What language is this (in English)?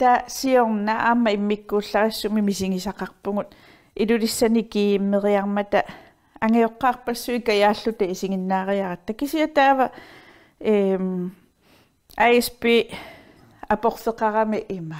Kalaallisut